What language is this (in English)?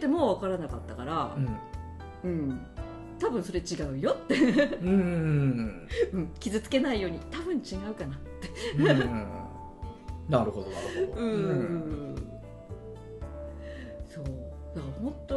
Japanese